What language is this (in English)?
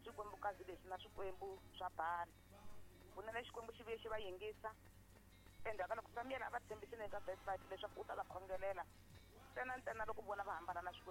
Tsonga